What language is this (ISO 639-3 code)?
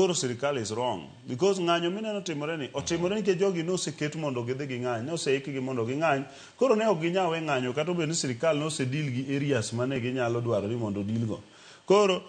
luo